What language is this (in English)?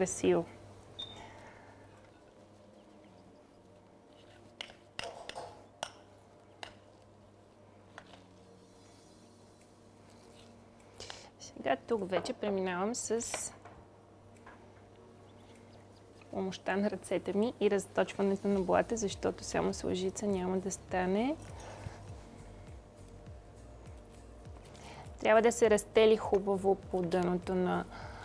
Bulgarian